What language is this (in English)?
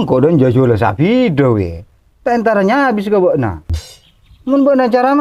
Madurese